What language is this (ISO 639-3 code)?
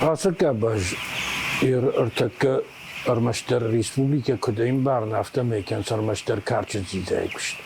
oss